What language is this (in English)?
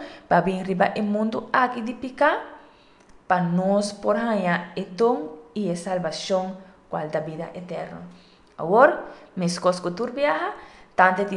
Papiamento